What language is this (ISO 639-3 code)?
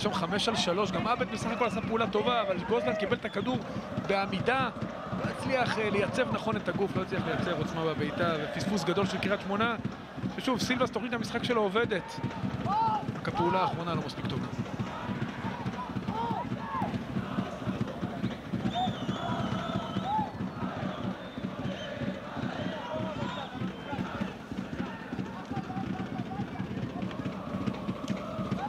heb